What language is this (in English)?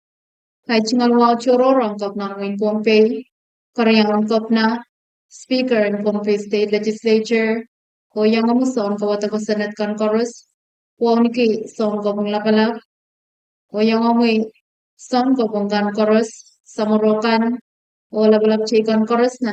Pohnpeian